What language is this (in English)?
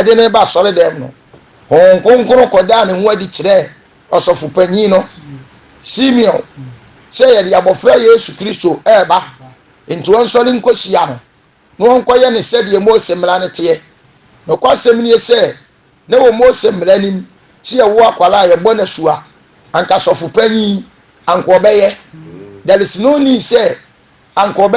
Akan